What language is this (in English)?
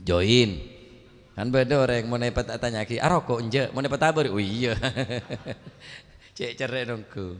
Madurese